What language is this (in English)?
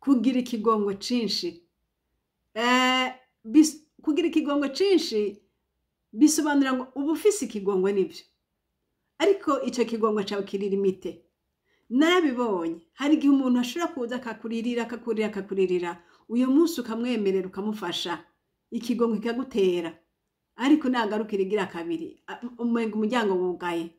Rundi